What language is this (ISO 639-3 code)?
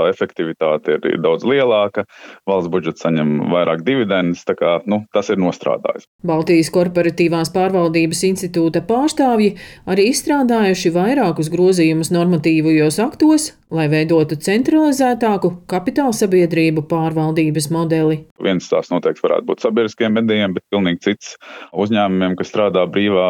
lav